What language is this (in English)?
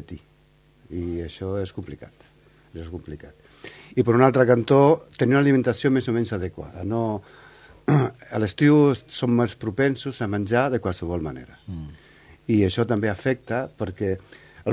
Catalan